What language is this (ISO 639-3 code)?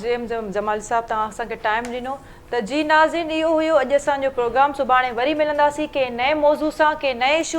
snd